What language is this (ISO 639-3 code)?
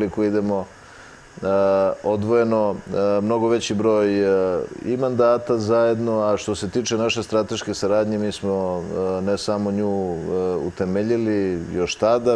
srp